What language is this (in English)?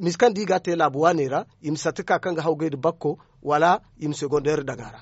Zarma